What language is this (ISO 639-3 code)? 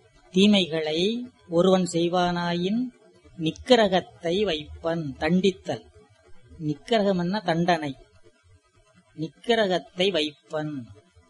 tam